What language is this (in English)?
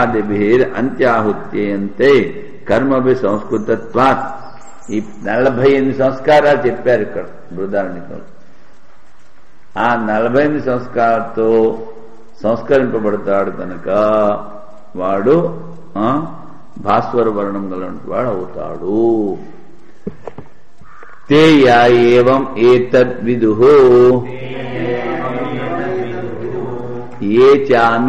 Telugu